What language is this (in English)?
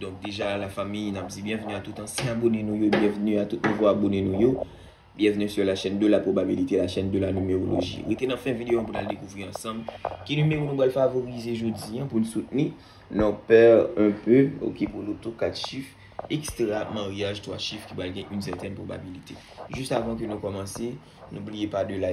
Haitian Creole